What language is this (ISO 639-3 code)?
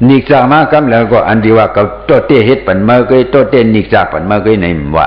shn